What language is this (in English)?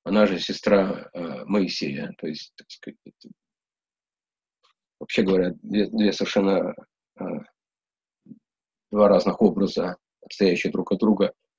Russian